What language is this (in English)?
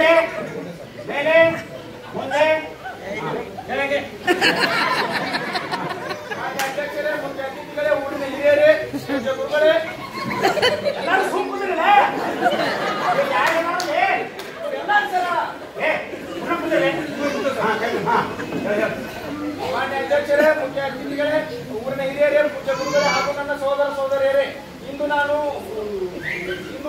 Kannada